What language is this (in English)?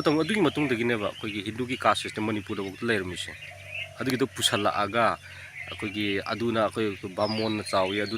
Manipuri